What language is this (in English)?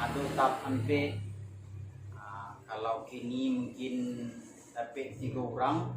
Minangkabau